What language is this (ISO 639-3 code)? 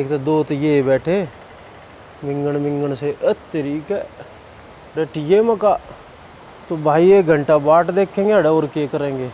bgc